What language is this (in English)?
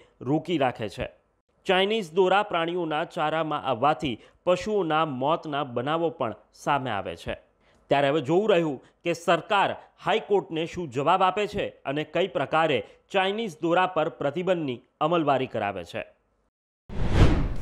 Gujarati